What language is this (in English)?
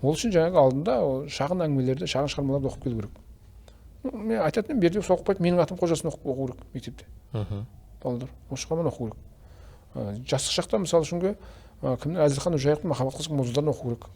Kazakh